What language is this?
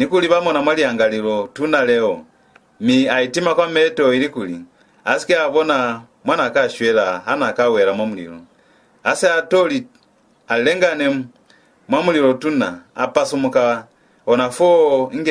Lozi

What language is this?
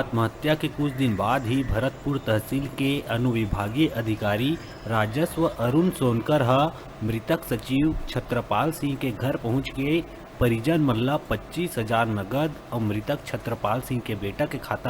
Chhattisgarhi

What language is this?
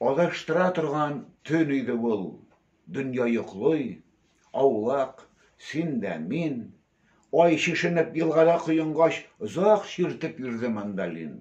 Tatar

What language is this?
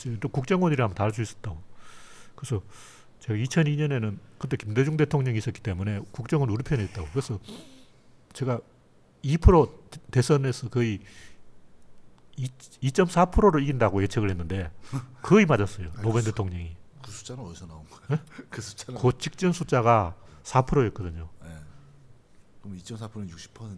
Korean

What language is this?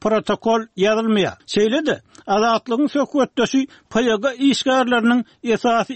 Turkmen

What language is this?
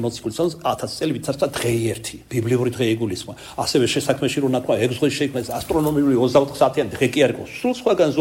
Georgian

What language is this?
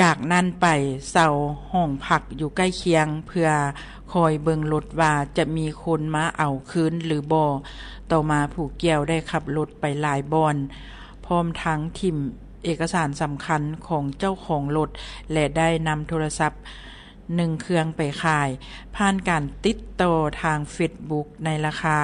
Lao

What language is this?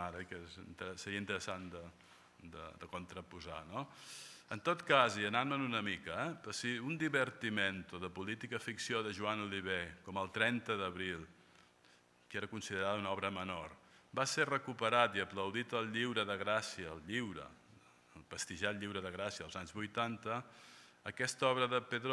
Catalan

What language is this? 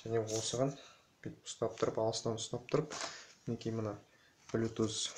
Kazakh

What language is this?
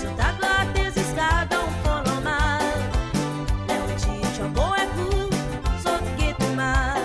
Morisyen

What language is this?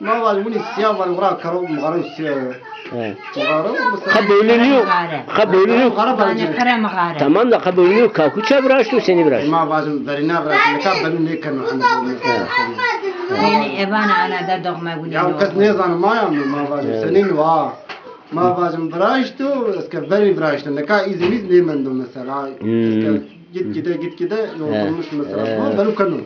Zaza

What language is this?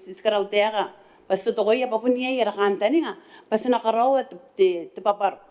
Gilbertese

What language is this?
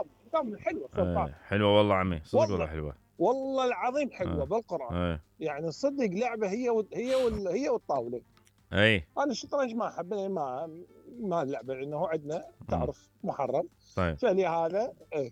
Mesopotamian Arabic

